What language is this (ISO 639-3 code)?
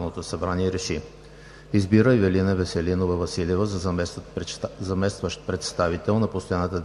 bul